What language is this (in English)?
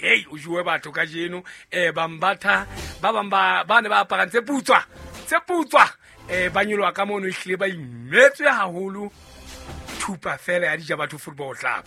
Southern Sotho